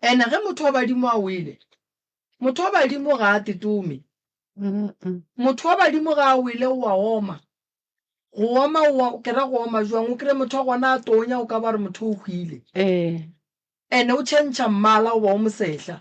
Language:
Northern Sotho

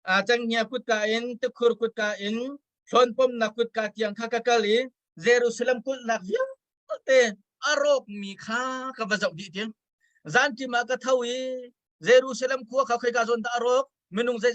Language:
Hakha Chin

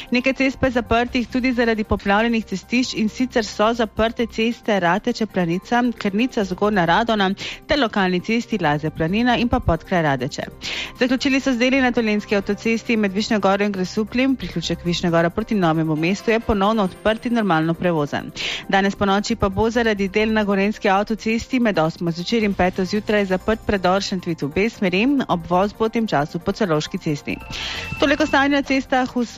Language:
Slovenian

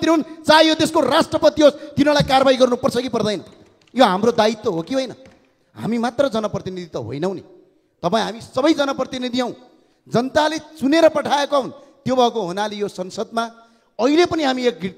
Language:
Nepali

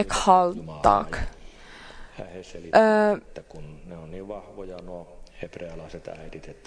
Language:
Finnish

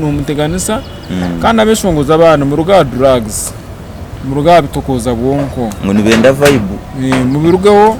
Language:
Nyankole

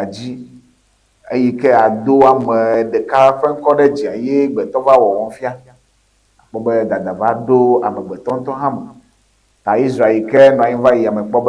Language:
Ewe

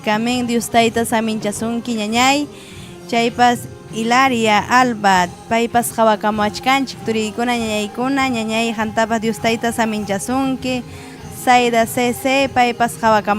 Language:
Ayacucho Quechua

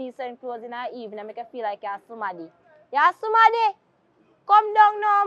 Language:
Jamaican Creole English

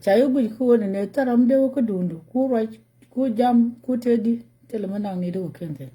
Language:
Nuer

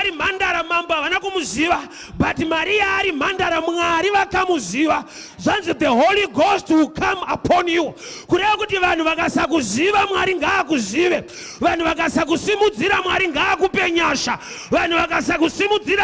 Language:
Shona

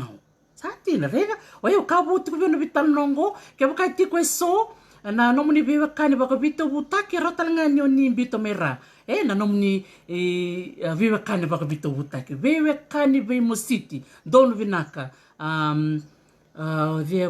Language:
Fijian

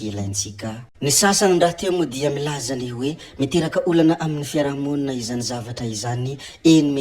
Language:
Malagasy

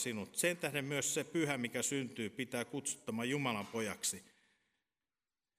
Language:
Finnish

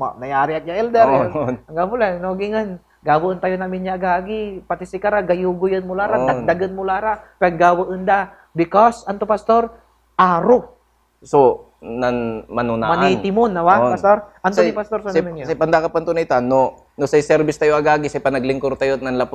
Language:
Pangasinan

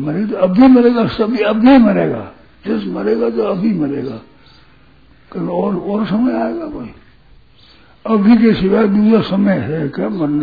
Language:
Hindi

